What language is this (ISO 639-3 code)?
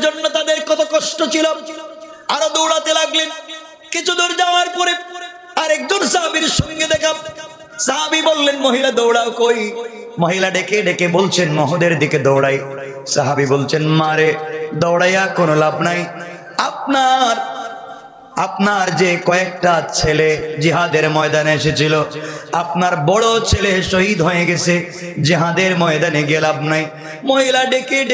ben